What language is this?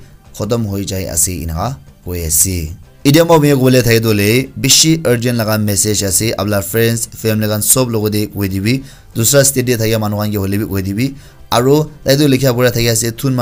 Naga Pidgin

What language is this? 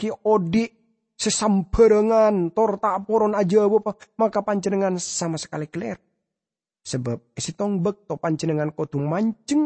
Madurese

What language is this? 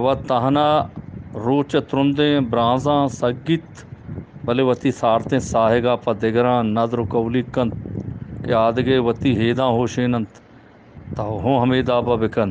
Eastern Balochi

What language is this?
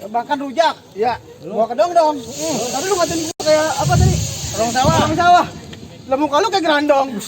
Betawi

